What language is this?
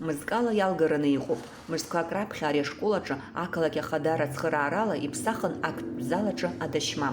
Abkhazian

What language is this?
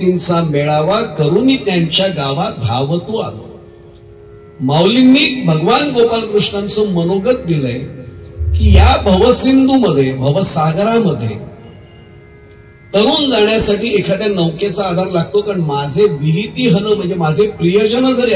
Marathi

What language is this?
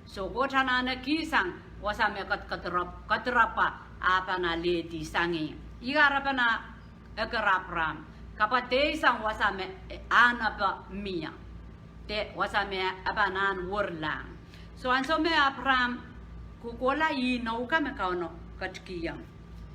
Pohnpeian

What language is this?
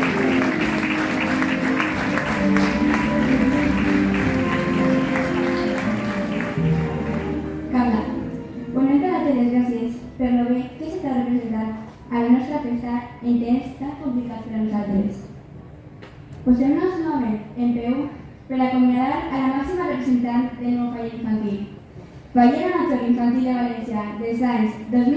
Catalan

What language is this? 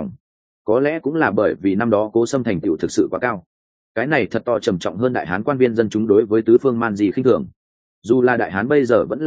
Vietnamese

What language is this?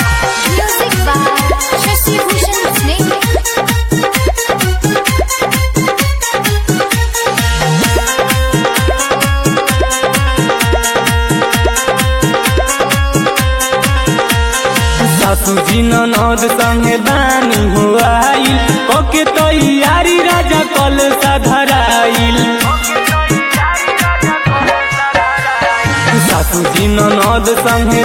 Bhojpuri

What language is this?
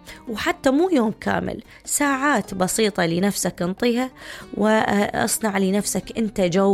Mesopotamian Arabic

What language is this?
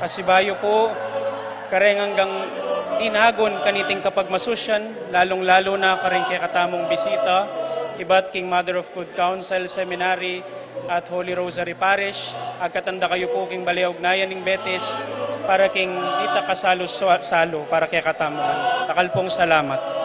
Pampanga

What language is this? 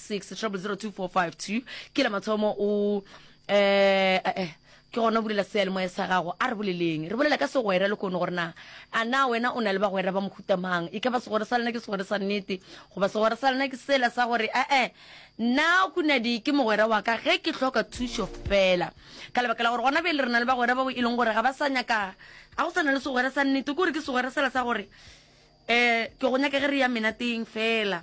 Northern Sotho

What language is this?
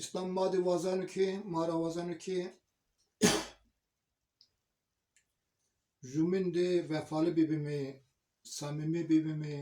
Zaza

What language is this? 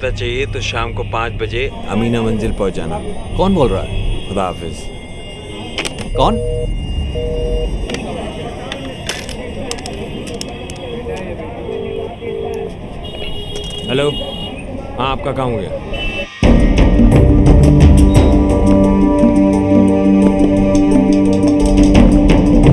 Hindi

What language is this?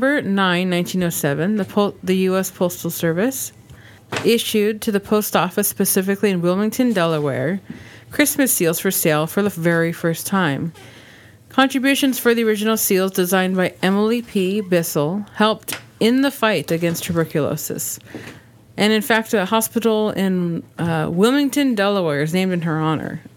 English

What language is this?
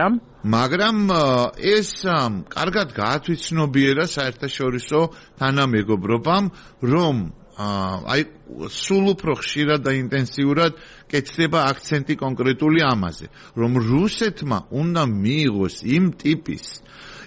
Georgian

